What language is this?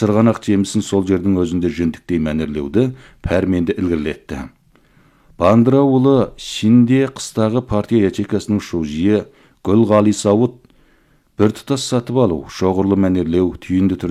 Kazakh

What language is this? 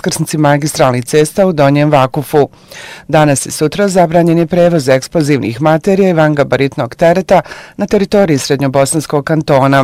Bosnian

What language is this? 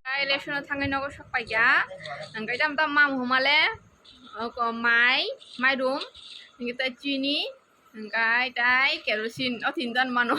Kok Borok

